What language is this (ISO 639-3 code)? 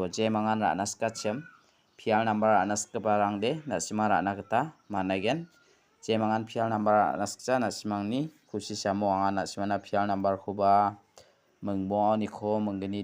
grt